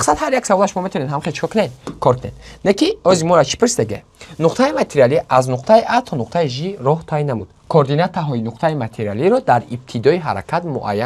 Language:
Tajik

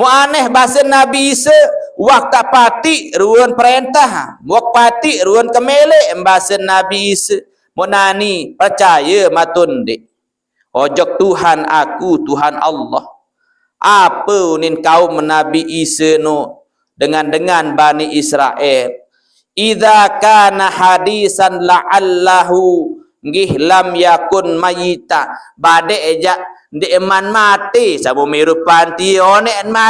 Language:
Sasak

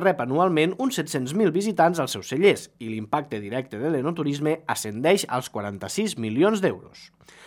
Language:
Catalan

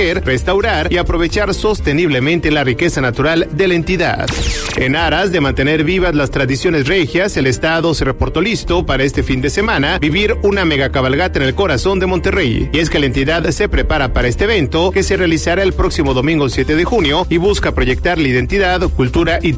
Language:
Spanish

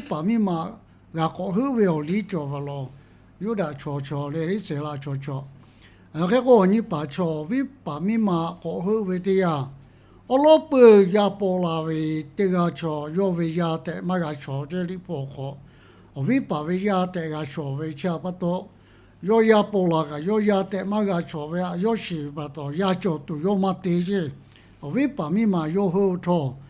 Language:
Lahu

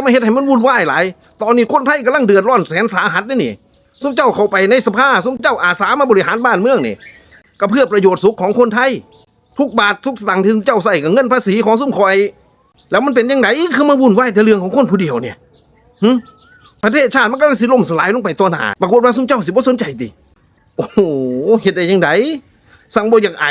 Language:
Lao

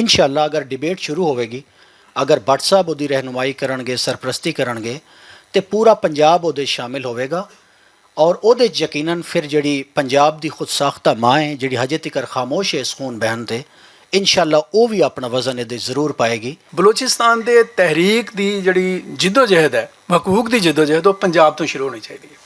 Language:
Western Panjabi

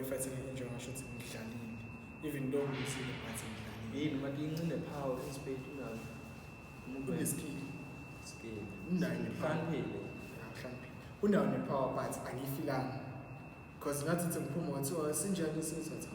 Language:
Zulu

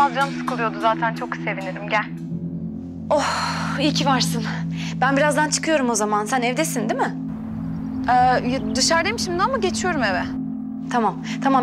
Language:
Turkish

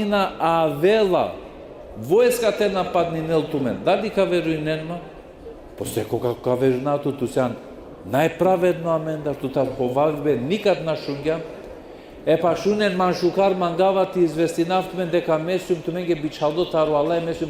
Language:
Balkan Romani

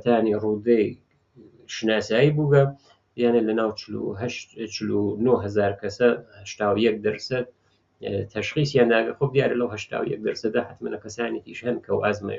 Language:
Central Kurdish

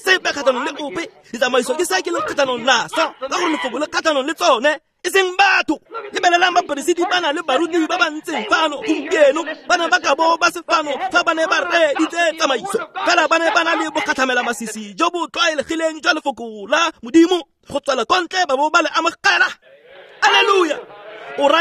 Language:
Tswana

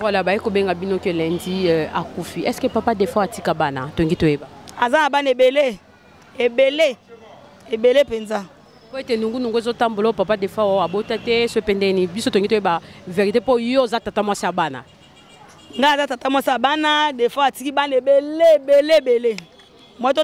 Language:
Lingala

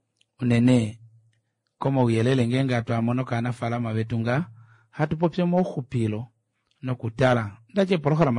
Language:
Kuanyama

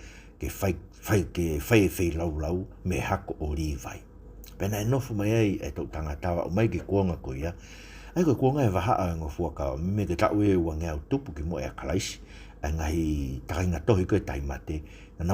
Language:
Tongan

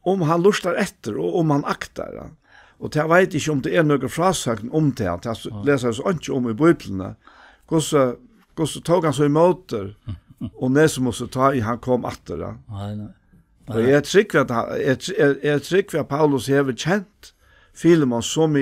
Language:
Faroese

